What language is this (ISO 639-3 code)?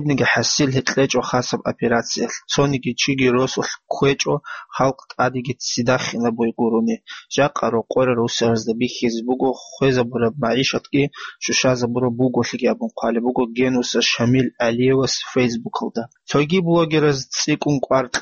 ava